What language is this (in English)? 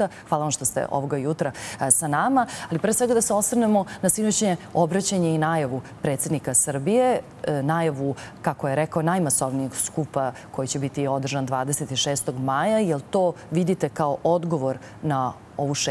Serbian